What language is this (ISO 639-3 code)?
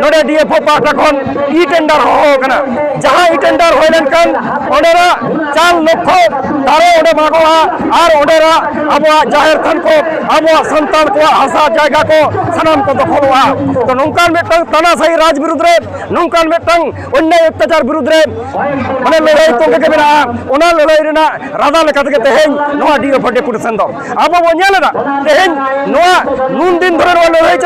sat